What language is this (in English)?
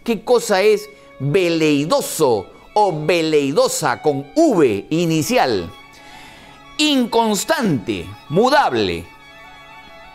Spanish